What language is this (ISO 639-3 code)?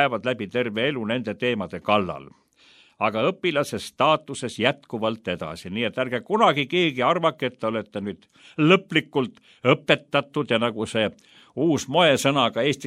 est